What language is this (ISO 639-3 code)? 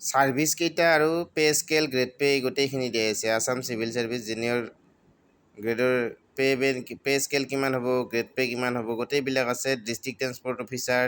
asm